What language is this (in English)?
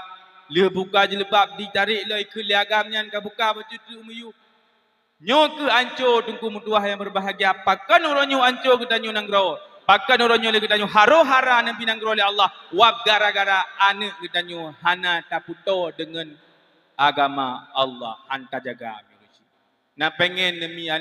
Achinese